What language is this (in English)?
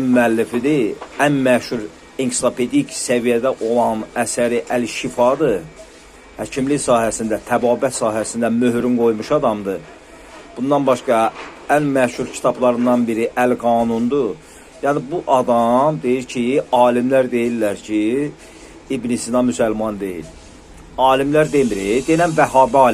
Azerbaijani